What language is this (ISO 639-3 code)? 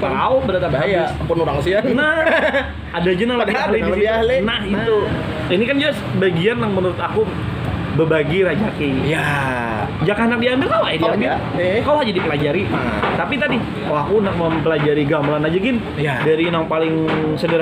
bjn